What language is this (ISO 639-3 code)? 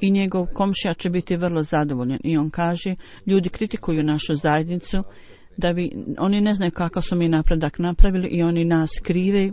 bos